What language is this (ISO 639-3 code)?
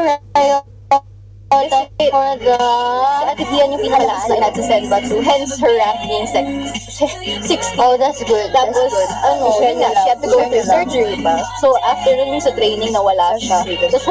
fil